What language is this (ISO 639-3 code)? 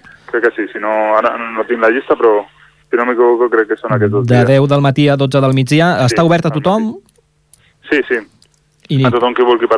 cat